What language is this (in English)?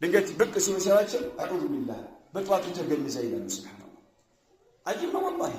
Amharic